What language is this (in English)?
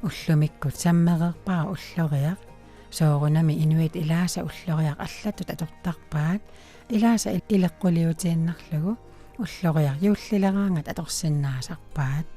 Kalaallisut